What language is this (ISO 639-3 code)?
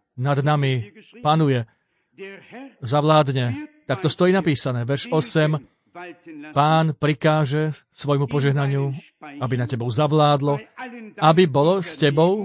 slk